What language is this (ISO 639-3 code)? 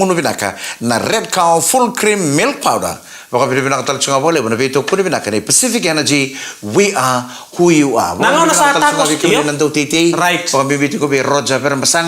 fij